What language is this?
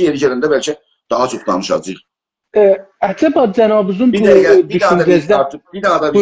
South Azerbaijani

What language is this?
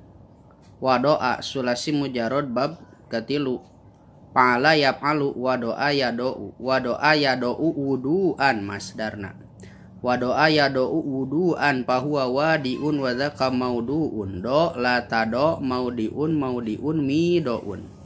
Sundanese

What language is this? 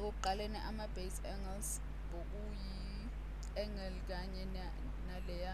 Zulu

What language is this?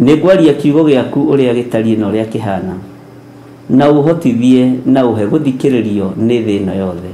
Kikuyu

